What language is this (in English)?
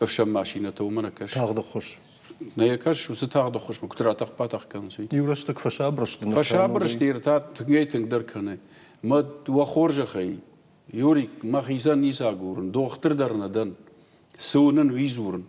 Ossetic